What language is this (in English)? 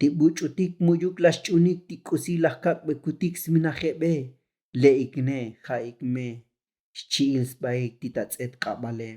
Tzotzil